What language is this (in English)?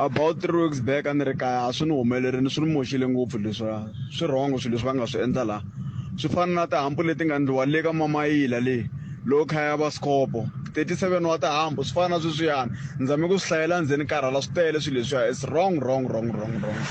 Tsonga